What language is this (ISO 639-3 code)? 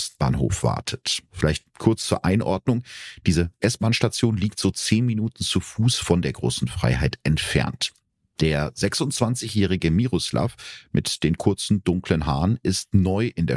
deu